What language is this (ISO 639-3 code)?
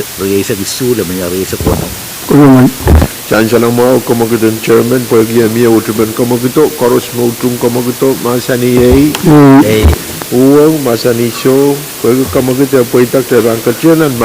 pon